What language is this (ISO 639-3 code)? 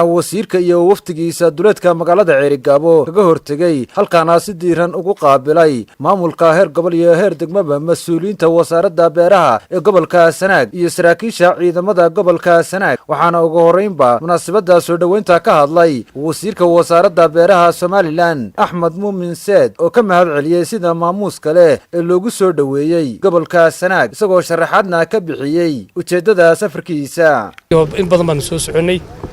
som